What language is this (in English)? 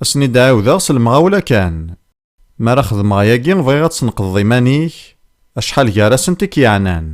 Kabyle